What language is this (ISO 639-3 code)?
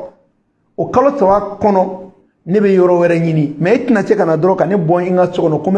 bam